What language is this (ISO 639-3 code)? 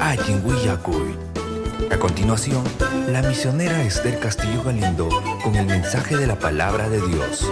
quy